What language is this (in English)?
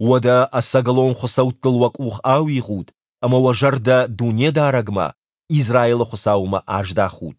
Ossetic